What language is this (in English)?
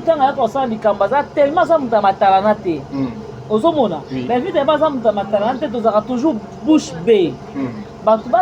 Lingala